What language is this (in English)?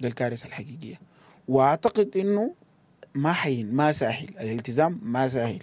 Sudanese Arabic